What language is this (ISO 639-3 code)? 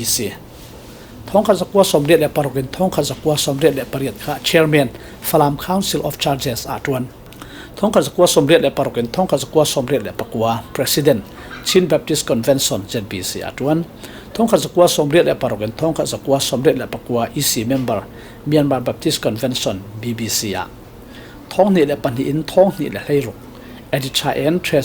cfm